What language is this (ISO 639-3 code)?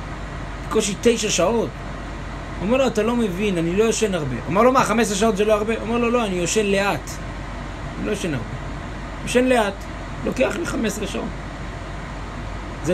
heb